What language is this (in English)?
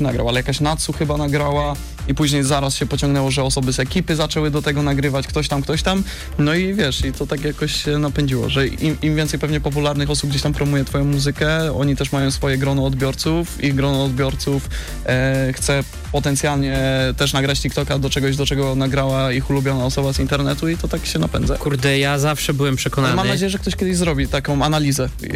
Polish